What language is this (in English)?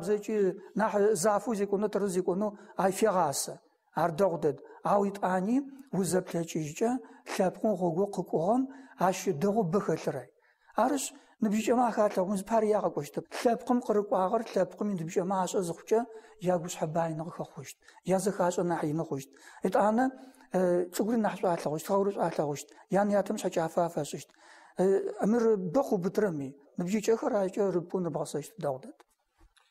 Adyghe